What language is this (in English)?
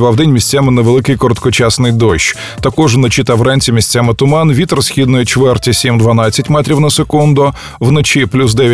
Ukrainian